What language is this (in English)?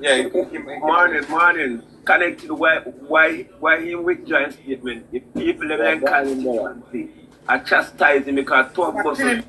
Jamaican Creole English